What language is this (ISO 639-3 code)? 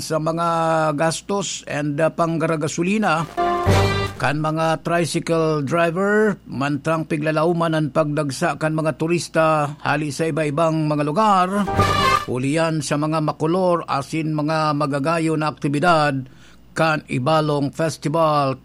bik